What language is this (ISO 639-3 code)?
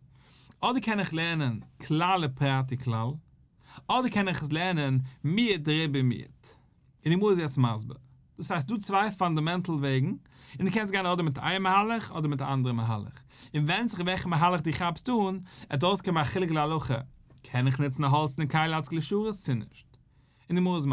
yid